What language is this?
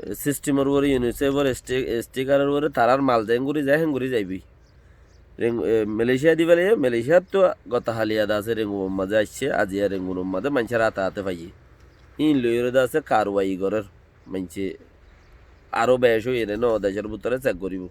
Rohingya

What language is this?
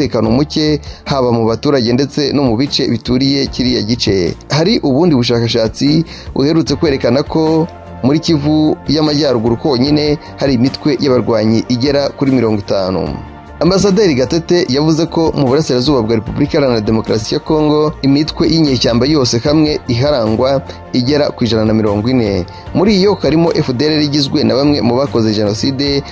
Kinyarwanda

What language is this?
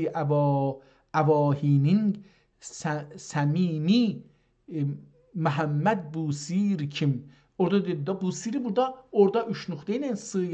South Azerbaijani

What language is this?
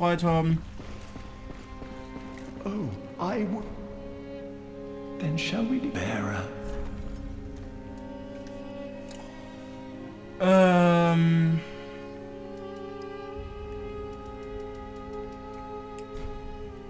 German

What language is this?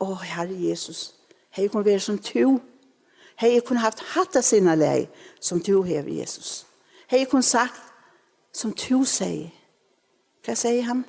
Faroese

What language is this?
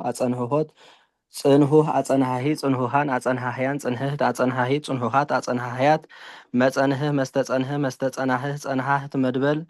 Tigrinya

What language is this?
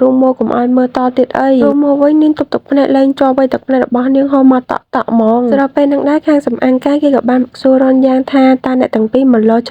Khmer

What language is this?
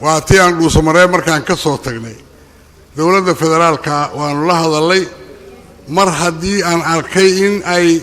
Somali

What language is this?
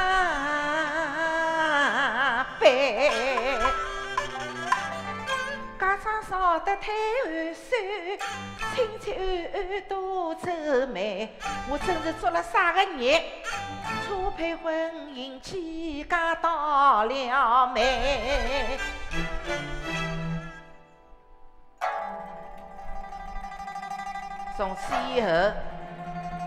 Wu Chinese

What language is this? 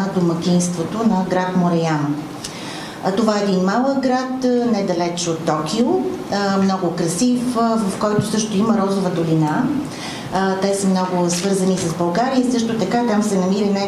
Bulgarian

